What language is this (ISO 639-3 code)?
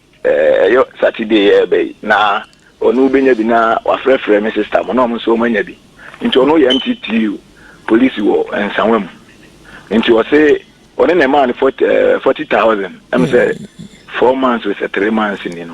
aka